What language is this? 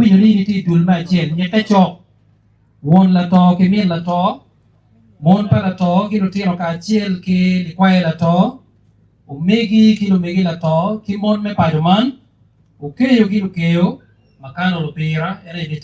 Acoli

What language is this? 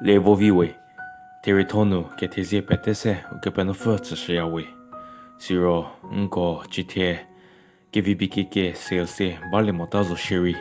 Angami Naga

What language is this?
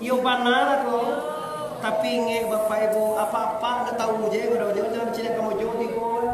Minangkabau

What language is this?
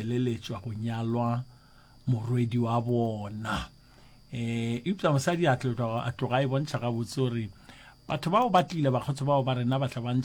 Northern Sotho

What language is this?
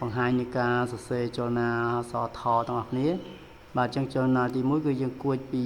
Khmer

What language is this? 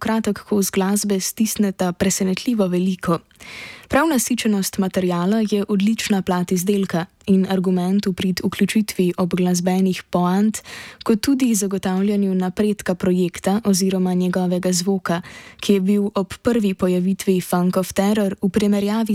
Slovenian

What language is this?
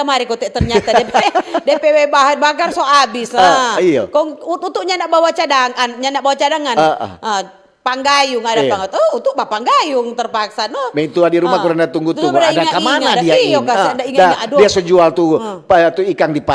Manado Malay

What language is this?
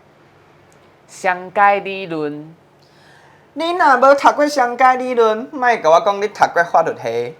Min Nan Chinese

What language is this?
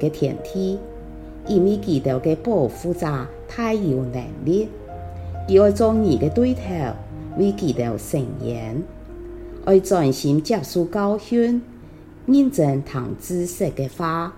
Hakka Chinese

